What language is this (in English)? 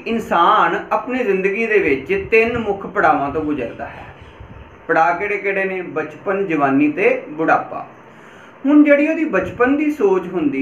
Punjabi